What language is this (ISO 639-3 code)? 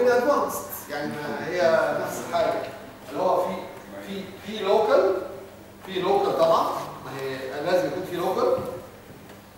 arz